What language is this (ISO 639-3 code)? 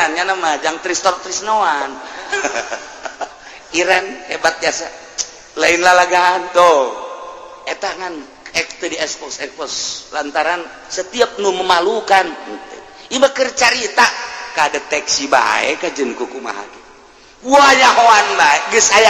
sun